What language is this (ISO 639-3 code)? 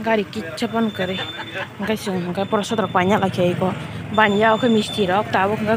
trp